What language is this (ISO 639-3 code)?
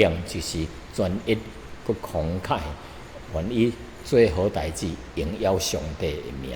nan